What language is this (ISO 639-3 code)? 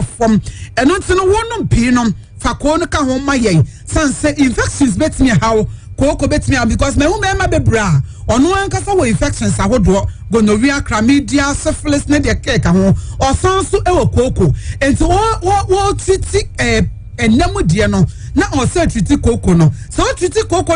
aka